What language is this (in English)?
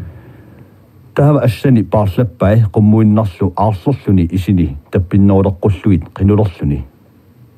Kalaallisut